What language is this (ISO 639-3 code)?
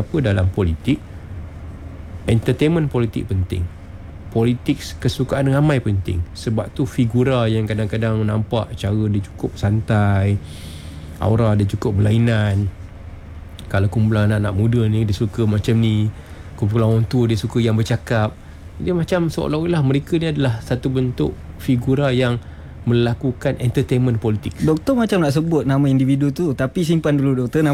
msa